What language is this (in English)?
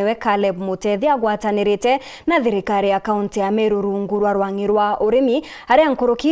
Meru